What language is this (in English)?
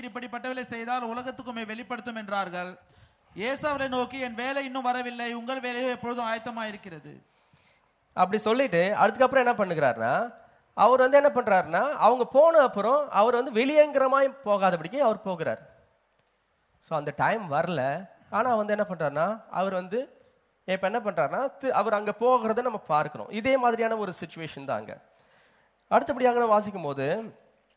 Tamil